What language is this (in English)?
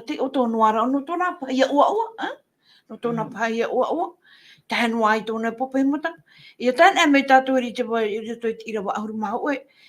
Tahitian